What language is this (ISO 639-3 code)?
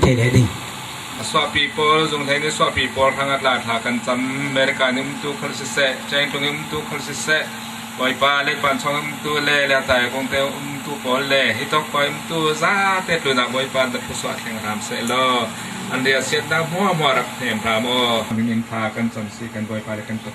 cfm